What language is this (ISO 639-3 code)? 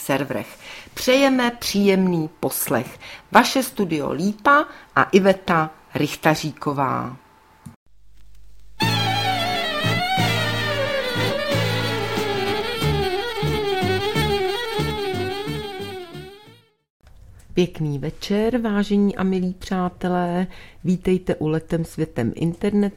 ces